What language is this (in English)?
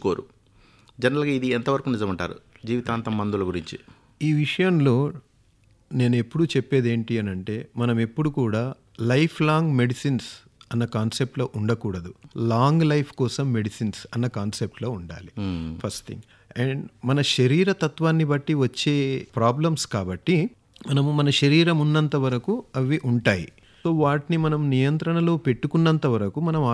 Telugu